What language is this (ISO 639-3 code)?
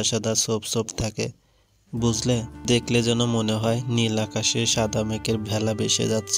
ben